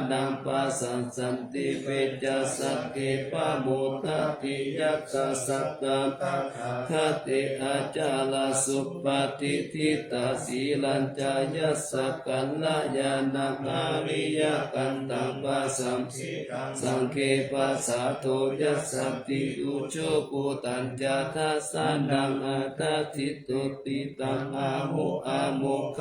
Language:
Pali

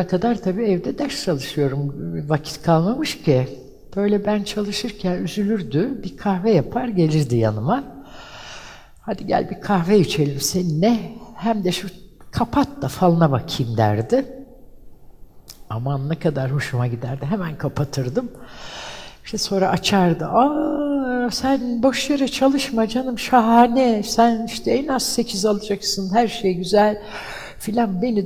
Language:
Turkish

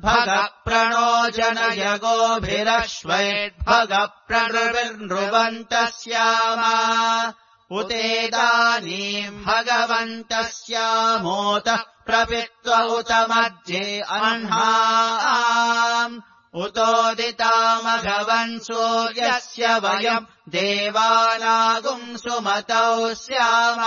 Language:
Sanskrit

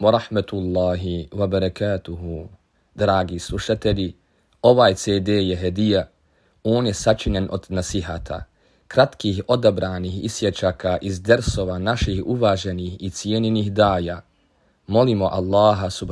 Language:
Bosnian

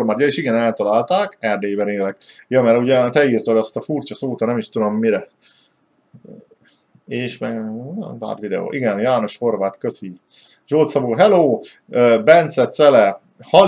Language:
Hungarian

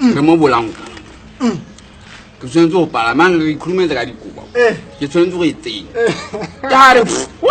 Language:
Tswana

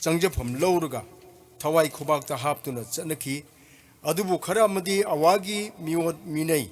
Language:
Manipuri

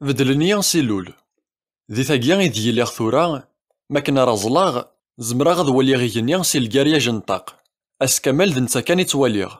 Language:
Kabyle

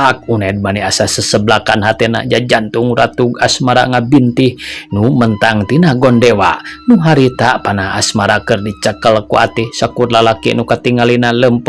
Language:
Sundanese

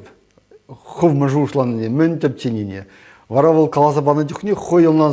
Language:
Chuvash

